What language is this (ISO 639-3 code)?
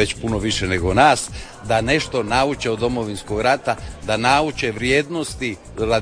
hrv